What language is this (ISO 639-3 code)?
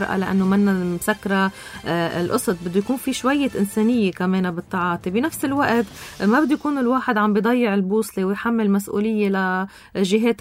apc